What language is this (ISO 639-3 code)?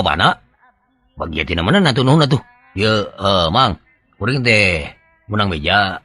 sun